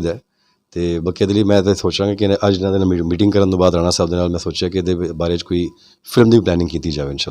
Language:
Western Panjabi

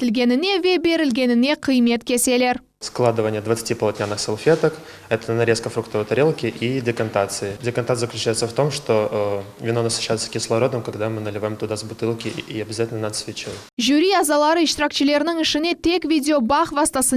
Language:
Crimean Tatar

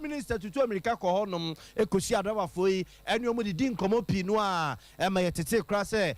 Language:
Akan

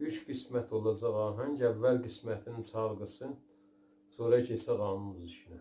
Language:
South Azerbaijani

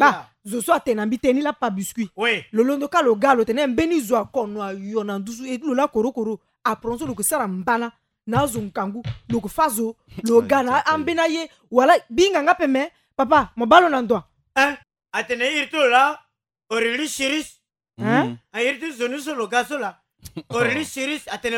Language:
Sango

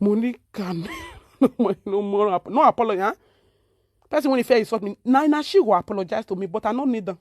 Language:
Nigerian Pidgin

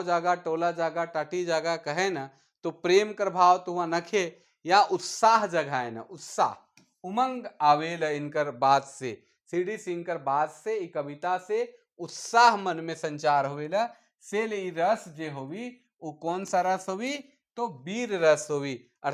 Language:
Sadri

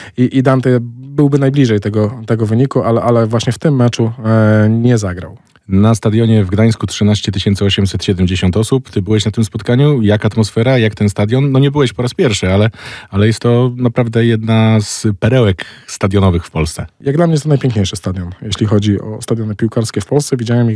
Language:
Polish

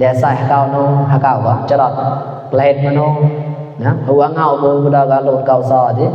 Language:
Mon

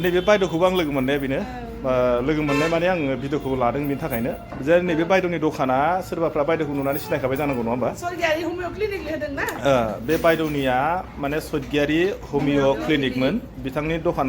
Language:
Bodo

